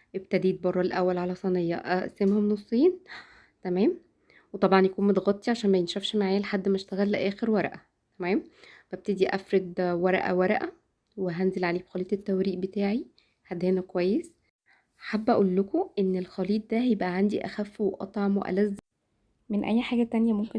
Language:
Egyptian Arabic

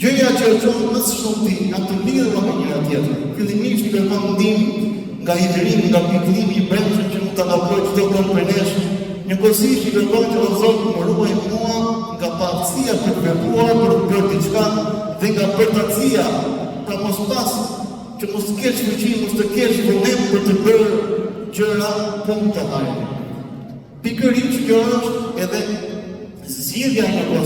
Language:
Albanian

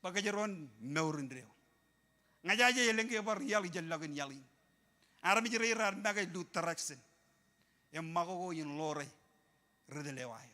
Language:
Marshallese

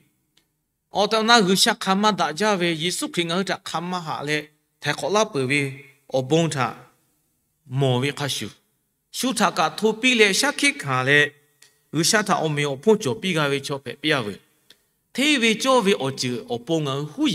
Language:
Lahu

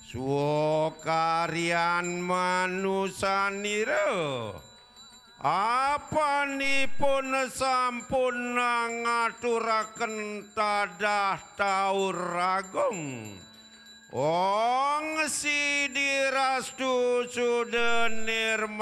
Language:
Balinese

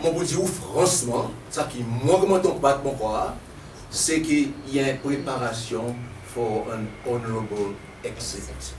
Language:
Seselwa Creole French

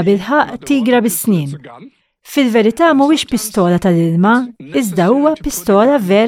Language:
Maltese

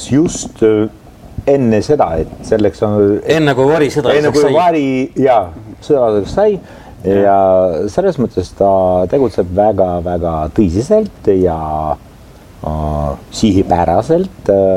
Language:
Estonian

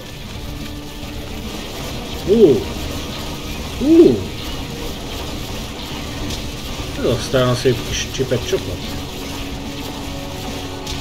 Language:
Hungarian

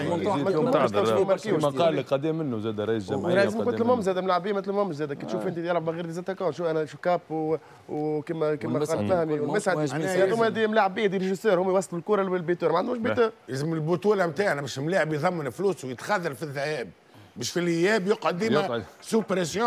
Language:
Tunisian Arabic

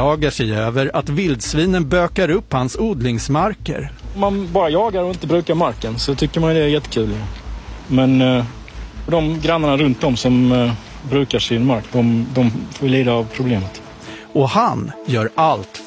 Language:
Swedish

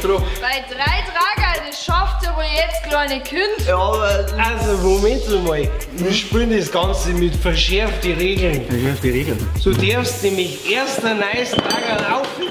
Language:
Bavarian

